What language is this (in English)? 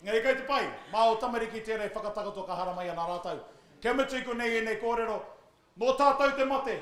Māori